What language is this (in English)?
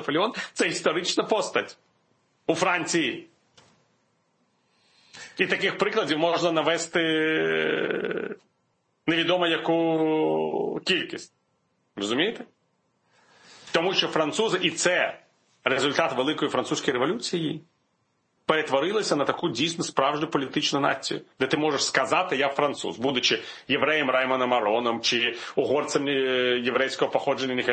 Ukrainian